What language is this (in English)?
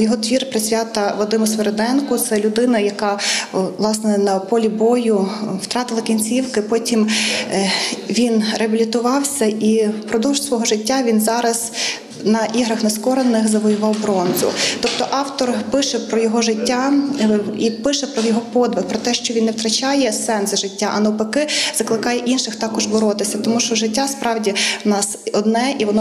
Ukrainian